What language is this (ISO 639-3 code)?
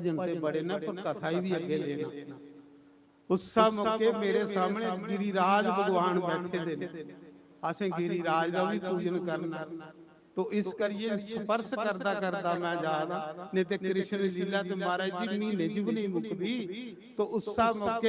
doi